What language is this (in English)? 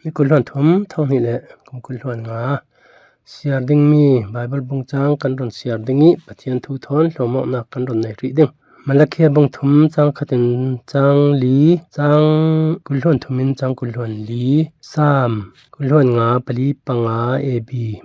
Falam Chin